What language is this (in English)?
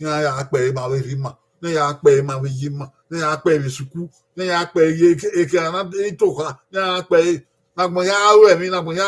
Bini